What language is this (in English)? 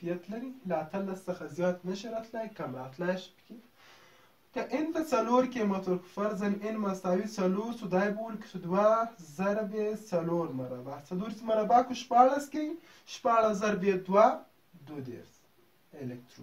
Pashto